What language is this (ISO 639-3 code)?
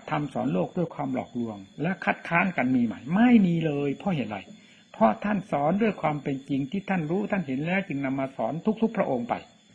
tha